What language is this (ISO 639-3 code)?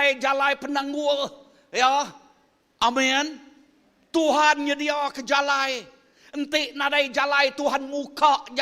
iba